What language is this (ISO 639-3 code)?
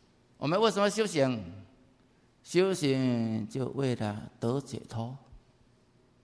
zho